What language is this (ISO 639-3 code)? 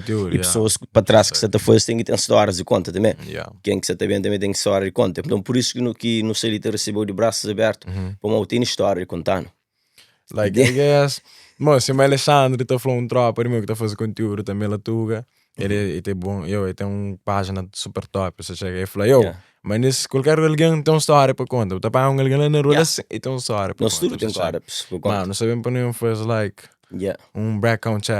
kea